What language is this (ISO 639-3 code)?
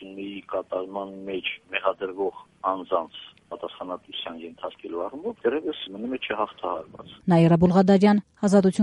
hye